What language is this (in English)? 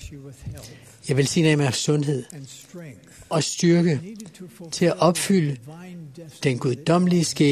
Danish